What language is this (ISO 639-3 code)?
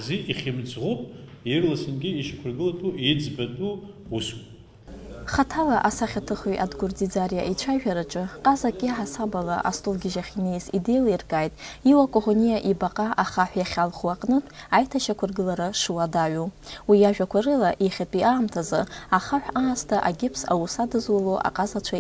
abk